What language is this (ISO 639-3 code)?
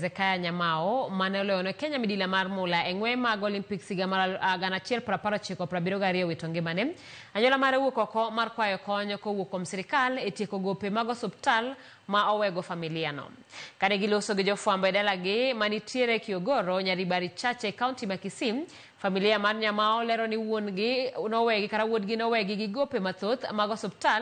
luo